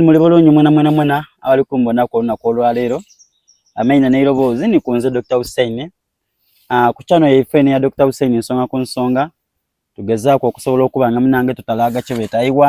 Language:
Soga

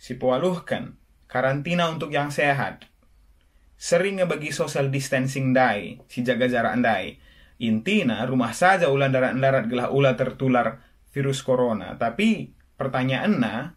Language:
Batak Karo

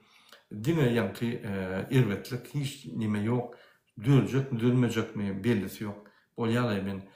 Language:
Turkmen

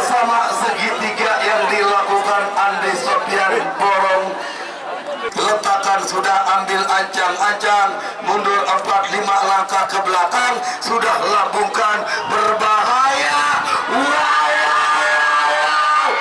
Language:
Indonesian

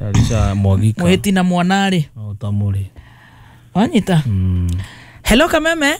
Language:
Kikuyu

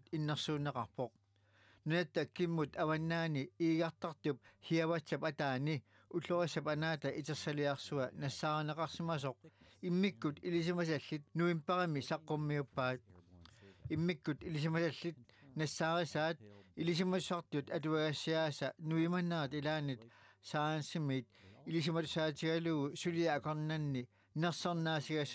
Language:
Kalaallisut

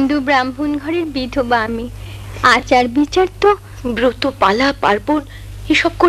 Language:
Bangla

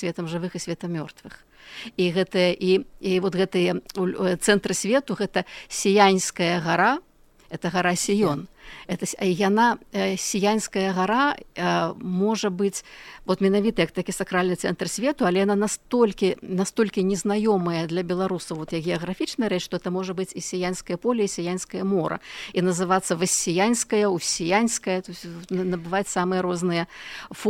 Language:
Belarusian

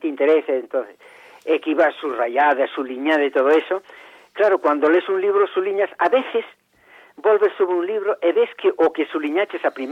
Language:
Galician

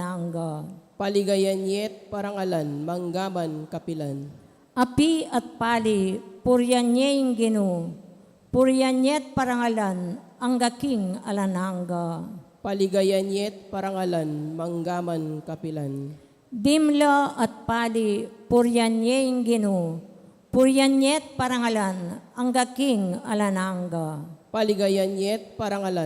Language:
Pampanga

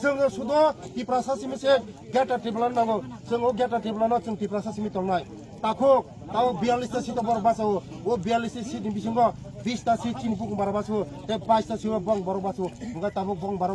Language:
Kok Borok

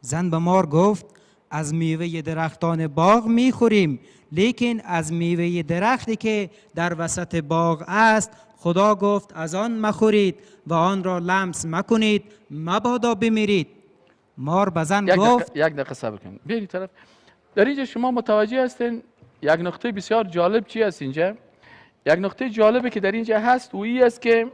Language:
Persian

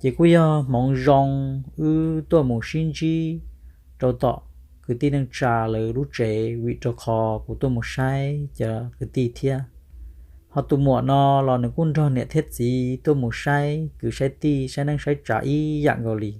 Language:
Hmong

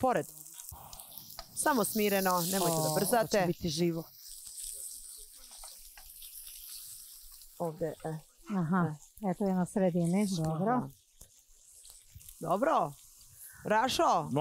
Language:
Serbian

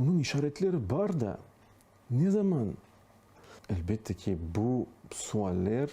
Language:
Crimean Tatar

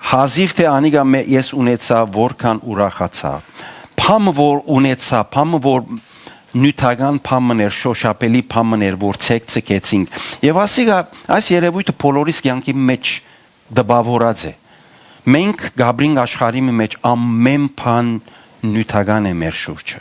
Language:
Western Armenian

